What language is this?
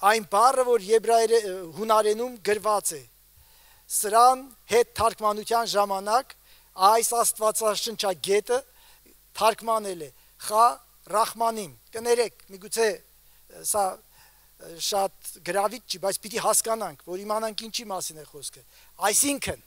Armenian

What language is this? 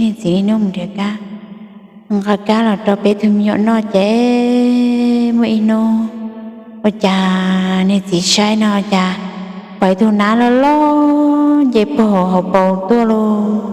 Hmong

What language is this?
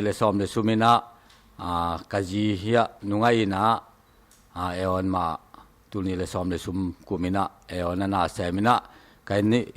Tedim Chin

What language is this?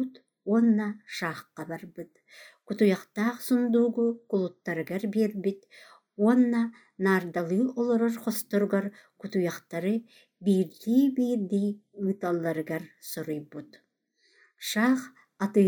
Yakut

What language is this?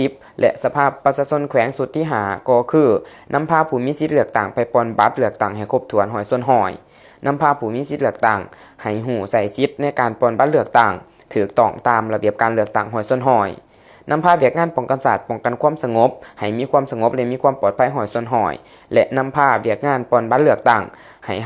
Lao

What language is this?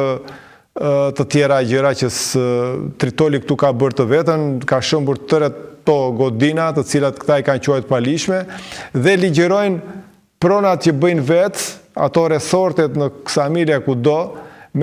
Albanian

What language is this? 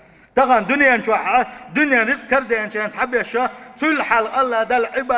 Chechen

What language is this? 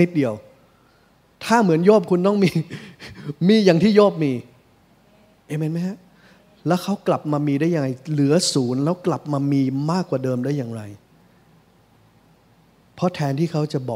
Thai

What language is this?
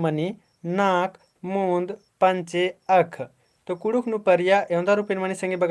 Kurukh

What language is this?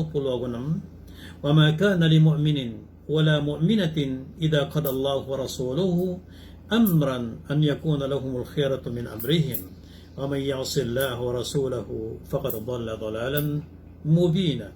Maranao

